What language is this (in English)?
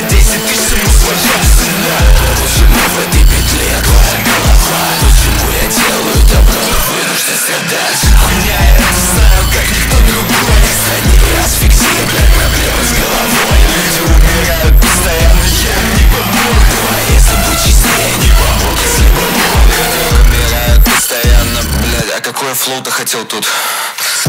Russian